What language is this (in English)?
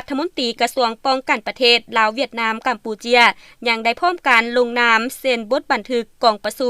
Lao